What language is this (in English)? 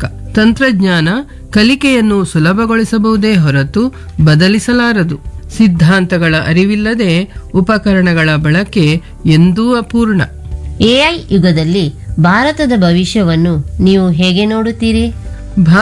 Kannada